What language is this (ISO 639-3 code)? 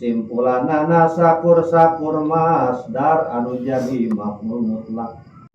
sun